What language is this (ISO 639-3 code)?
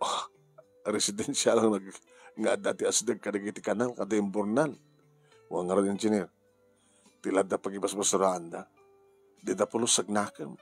ilo